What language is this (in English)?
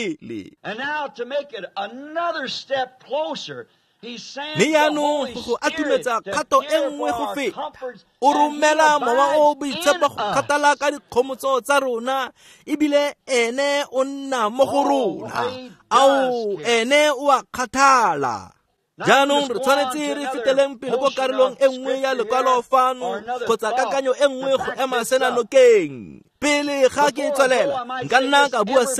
Tswana